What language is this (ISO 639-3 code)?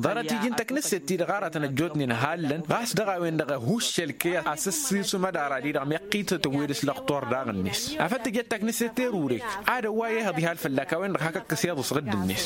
taq